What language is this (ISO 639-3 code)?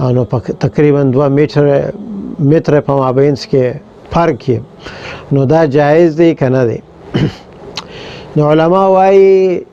pus